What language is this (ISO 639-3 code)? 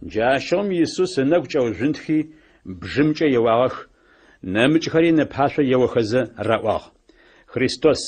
ady